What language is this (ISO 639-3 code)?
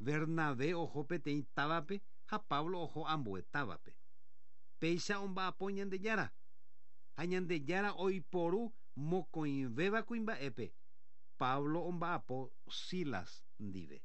grn